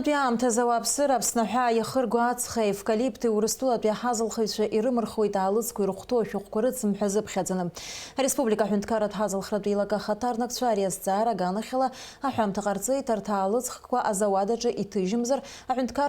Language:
Abkhazian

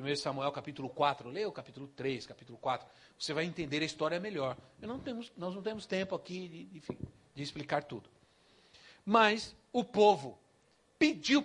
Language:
Portuguese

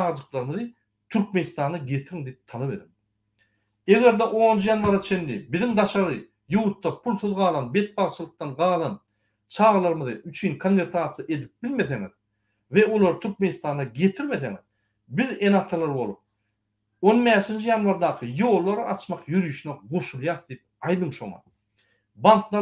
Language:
Turkmen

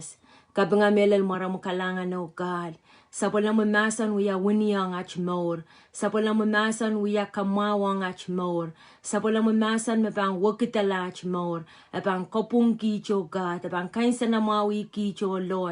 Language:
Pohnpeian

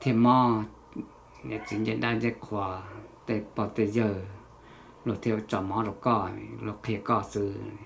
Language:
Hmong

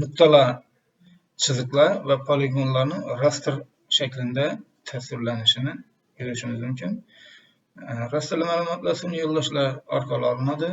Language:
Uzbek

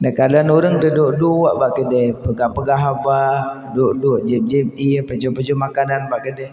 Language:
Achinese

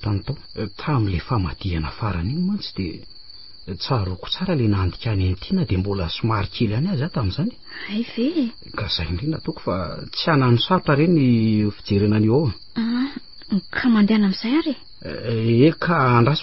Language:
Malagasy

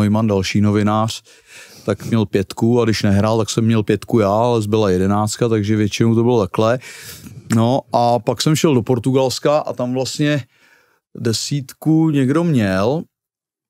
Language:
Czech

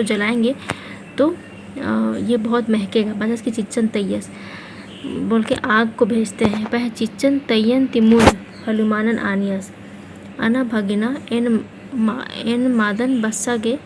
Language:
Kurukh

